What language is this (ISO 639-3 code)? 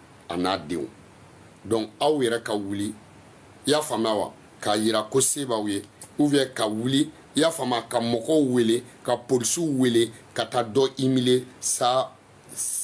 bam